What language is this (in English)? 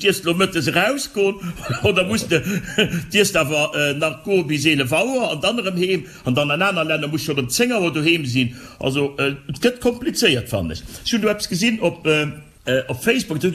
Luxembourgish